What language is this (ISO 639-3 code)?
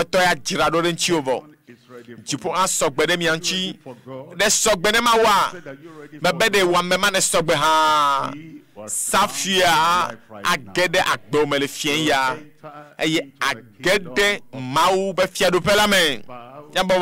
ewe